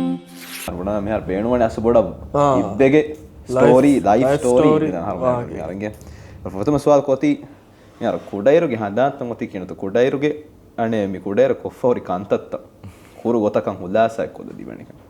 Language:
Divehi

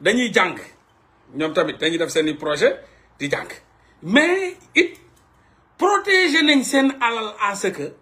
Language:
Wolof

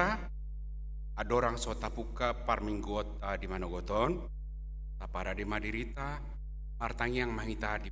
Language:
Batak Toba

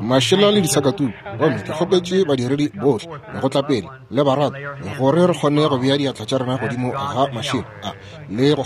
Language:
Northern Sotho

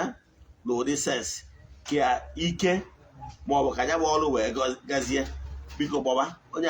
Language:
Igbo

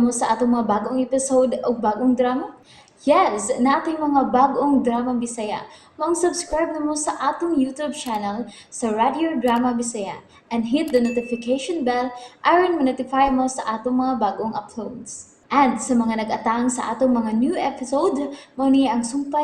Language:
Cebuano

